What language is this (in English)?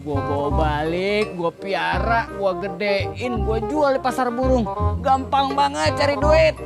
Betawi